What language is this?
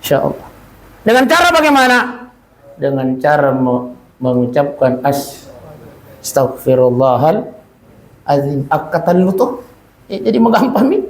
Buginese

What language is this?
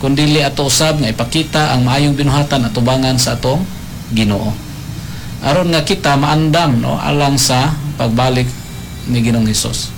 Cebuano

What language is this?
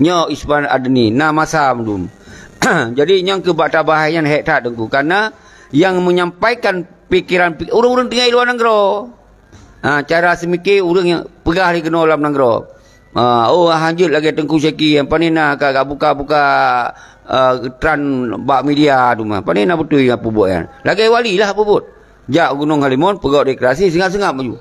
Achinese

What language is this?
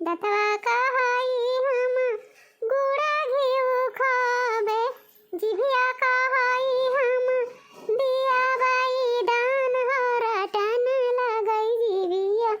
Awadhi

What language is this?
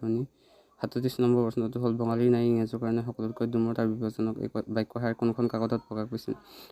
Assamese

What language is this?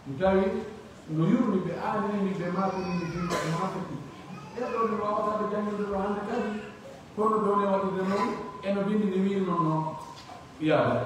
Pular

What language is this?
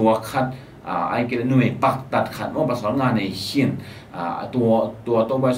Tedim Chin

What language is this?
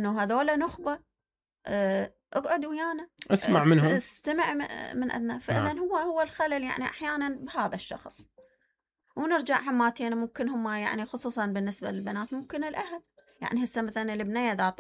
Mesopotamian Arabic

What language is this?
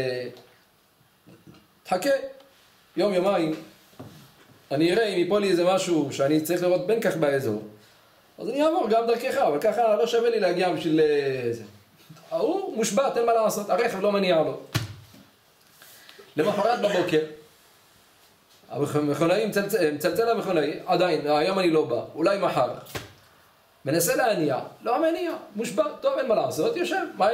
Hebrew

